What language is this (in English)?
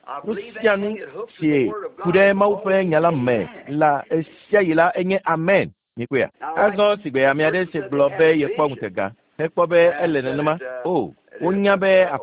Ewe